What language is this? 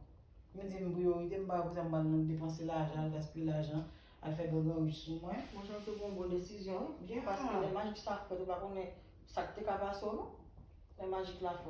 Haitian Creole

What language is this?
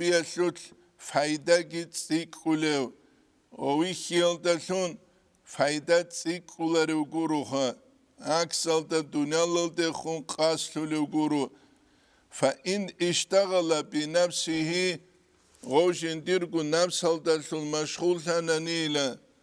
Avaric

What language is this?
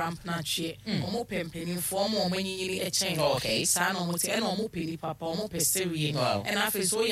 Akan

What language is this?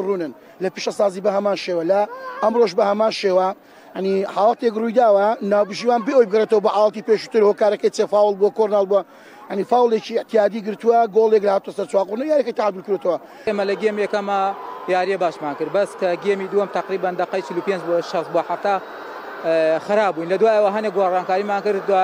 Central Kurdish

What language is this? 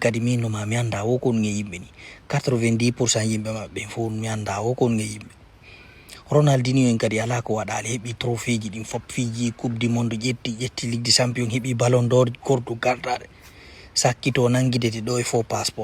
Fula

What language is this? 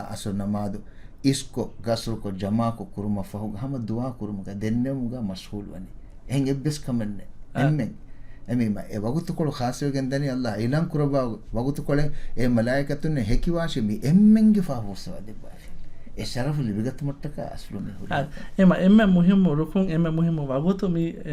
Divehi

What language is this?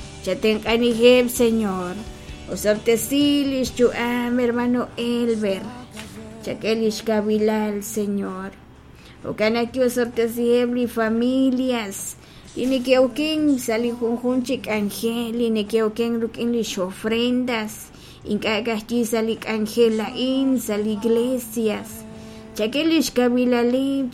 Kekchí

